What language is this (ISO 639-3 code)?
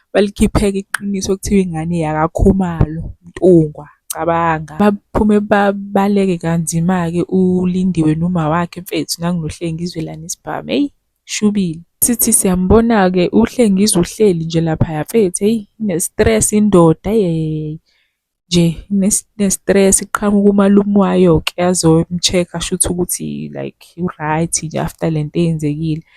zul